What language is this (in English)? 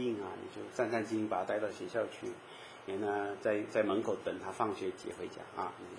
Chinese